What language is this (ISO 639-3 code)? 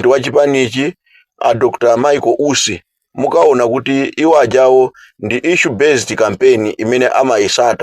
nya